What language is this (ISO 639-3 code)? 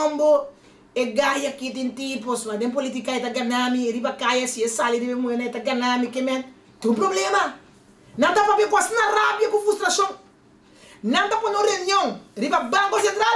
pap